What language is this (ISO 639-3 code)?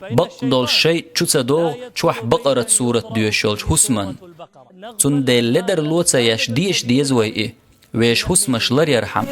che